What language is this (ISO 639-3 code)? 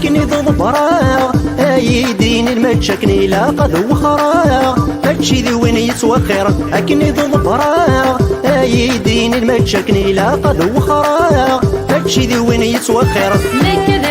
kab